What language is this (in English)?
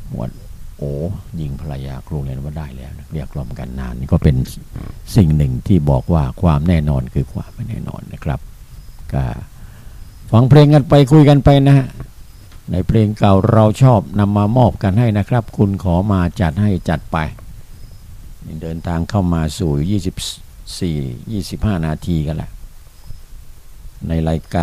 Thai